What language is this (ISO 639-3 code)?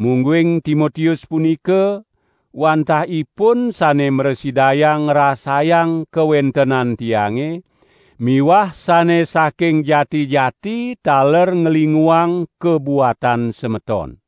ban